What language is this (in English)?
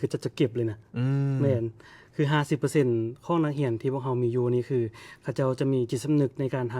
Lao